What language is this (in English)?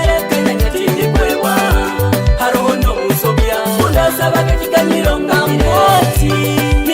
Nyoro